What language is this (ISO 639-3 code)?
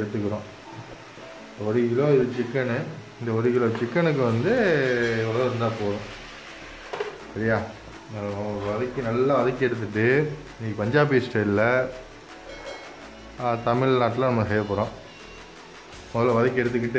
tam